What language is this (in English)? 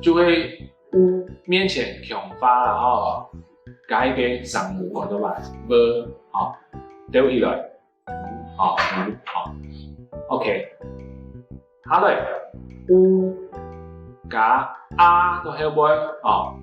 Hakka Chinese